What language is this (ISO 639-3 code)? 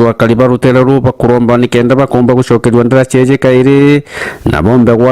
mer